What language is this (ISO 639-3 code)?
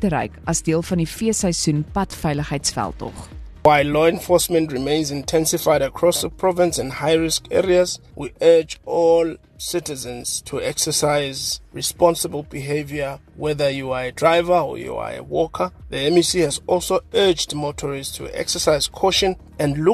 afr